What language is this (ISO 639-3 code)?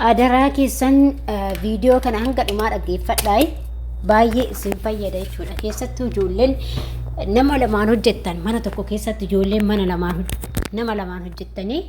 orm